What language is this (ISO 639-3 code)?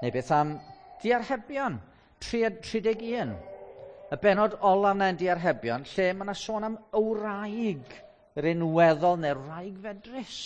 cym